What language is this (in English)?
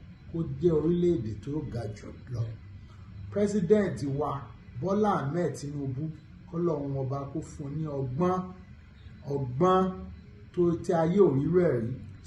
Yoruba